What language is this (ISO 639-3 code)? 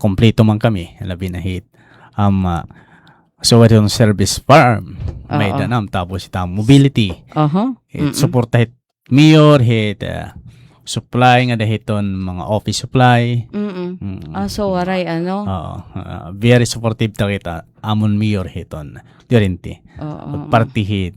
war